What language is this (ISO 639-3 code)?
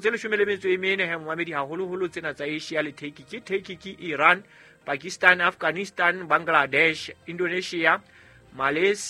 sot